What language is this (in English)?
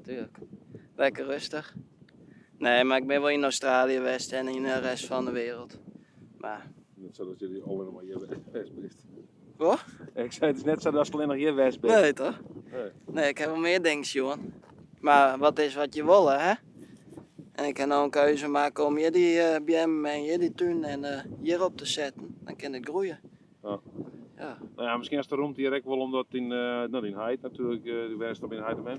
Western Frisian